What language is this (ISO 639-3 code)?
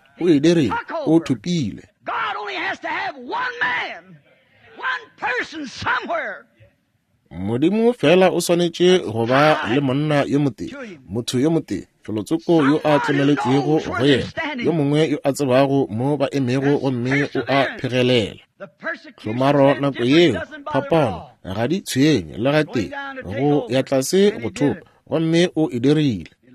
nso